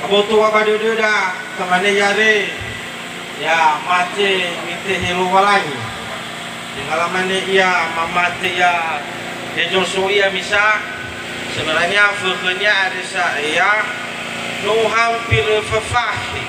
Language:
Nias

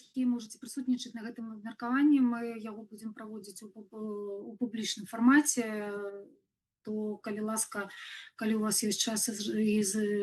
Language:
Belarusian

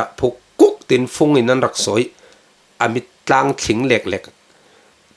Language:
Falam Chin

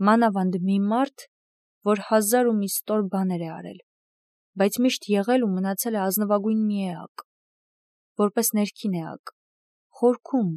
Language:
Armenian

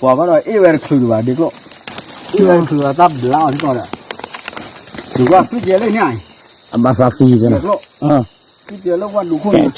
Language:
S'gaw Karen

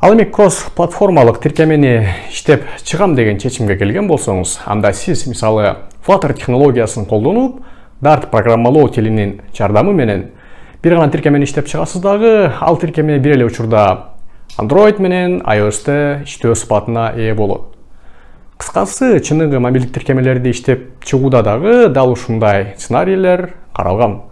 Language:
Kyrgyz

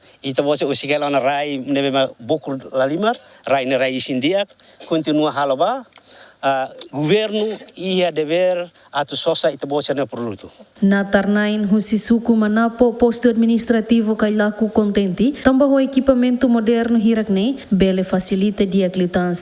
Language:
Tetum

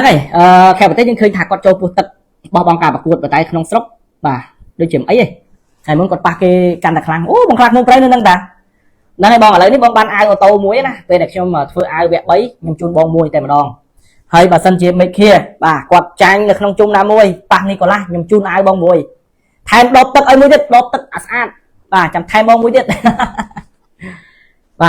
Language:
Khmer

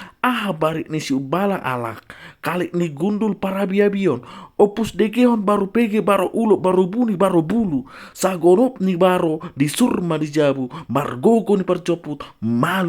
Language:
Batak Toba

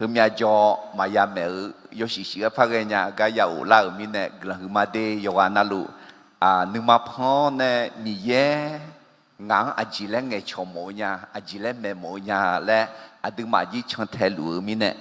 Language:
Akha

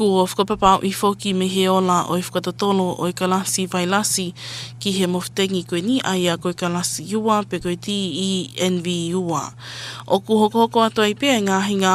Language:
Tongan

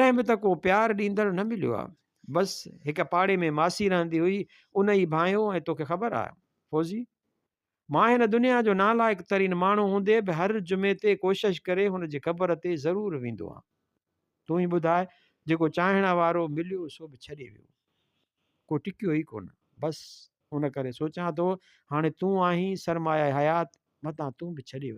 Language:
Sindhi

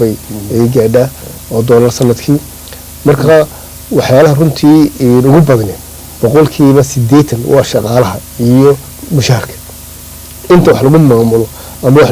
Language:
Somali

